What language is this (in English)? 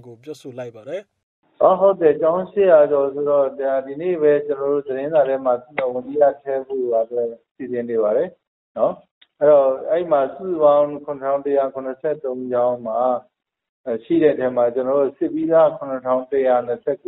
Burmese